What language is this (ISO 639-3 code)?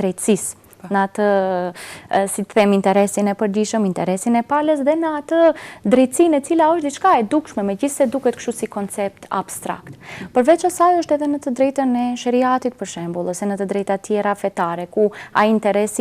sqi